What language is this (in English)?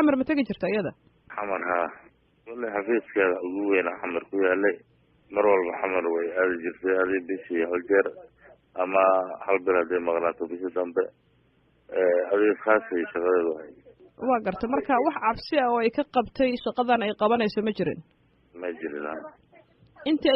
Somali